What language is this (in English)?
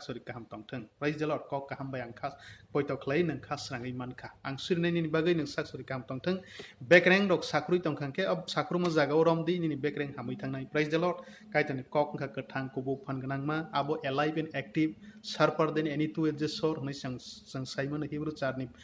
Kok Borok